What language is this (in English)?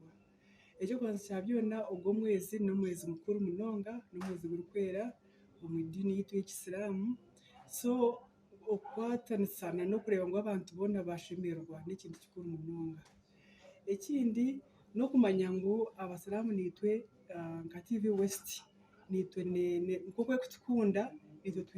Nyankole